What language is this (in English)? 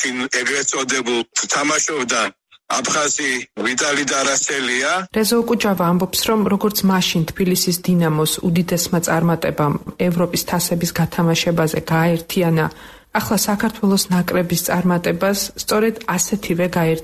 Georgian